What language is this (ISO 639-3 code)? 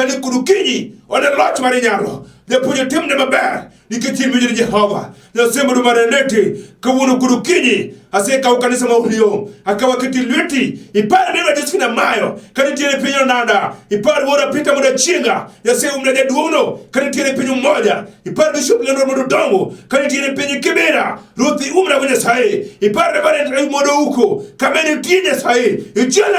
luo